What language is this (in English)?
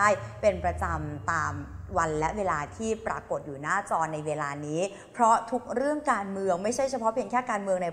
Thai